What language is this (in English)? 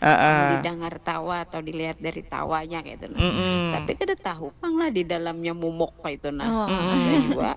Banjar